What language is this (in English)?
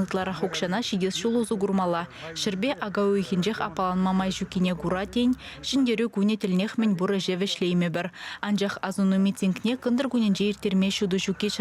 Chuvash